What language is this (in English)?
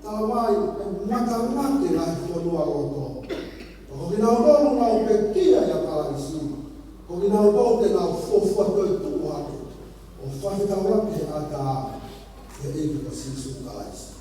Tongan